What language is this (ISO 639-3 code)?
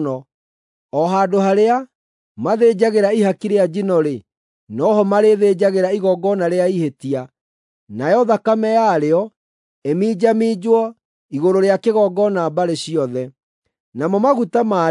kik